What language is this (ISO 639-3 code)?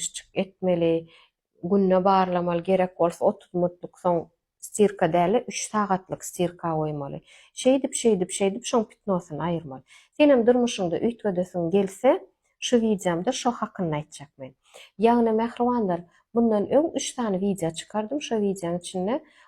tuk